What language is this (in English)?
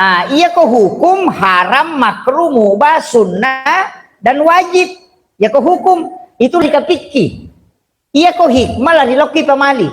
Buginese